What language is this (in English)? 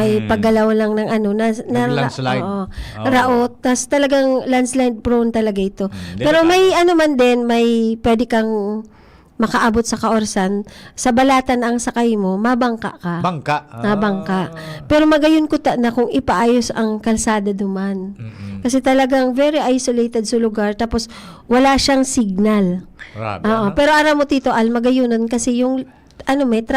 Bikol